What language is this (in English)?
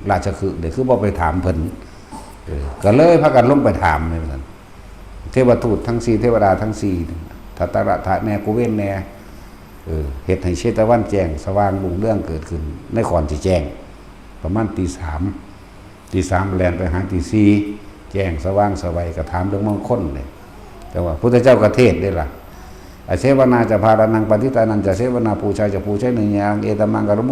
Northeastern Thai